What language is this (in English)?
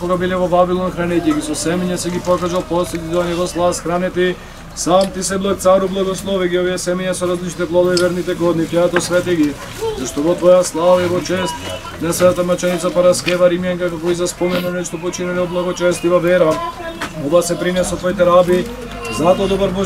Macedonian